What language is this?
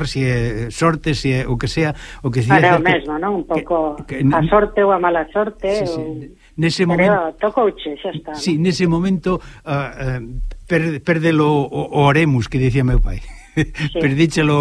Galician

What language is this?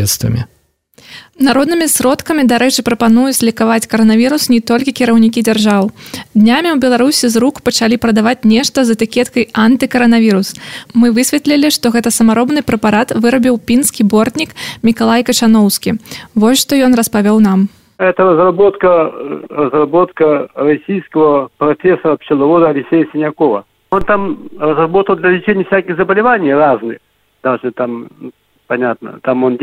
Belarusian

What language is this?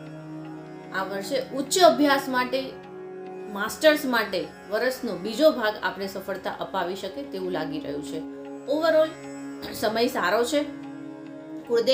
Gujarati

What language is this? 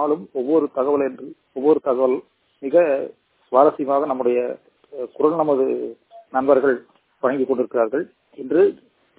Tamil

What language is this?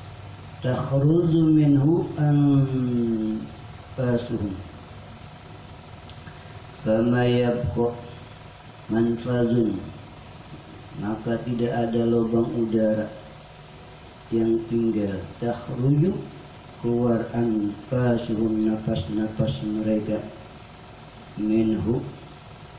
Indonesian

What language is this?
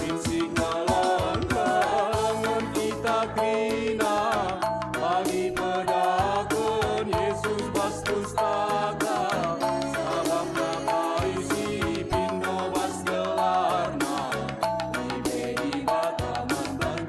Batak Karo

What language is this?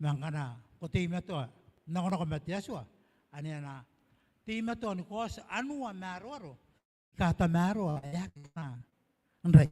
Gilbertese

